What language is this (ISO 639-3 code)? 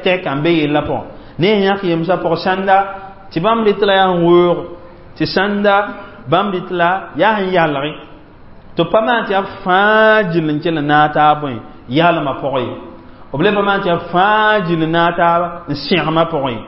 mos